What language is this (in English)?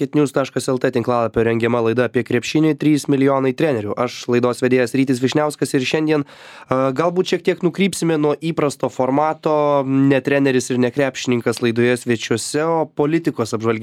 Lithuanian